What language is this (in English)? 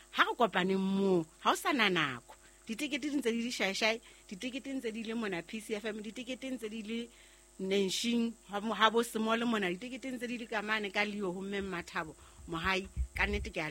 Southern Sotho